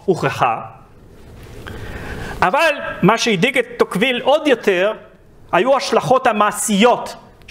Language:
Hebrew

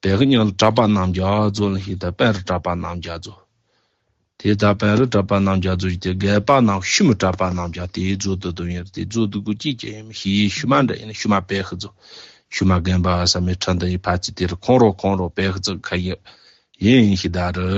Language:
Tibetan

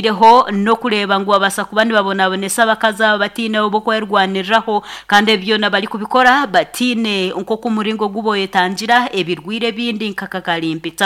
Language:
Nyankole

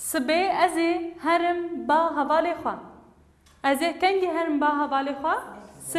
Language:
Kurdish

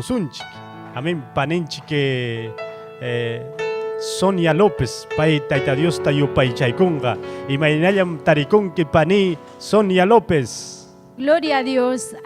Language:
Ayacucho Quechua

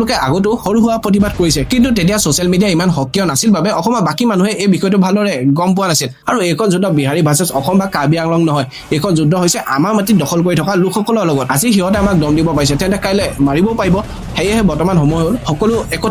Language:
Assamese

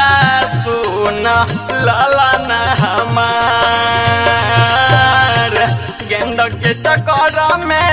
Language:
Bhojpuri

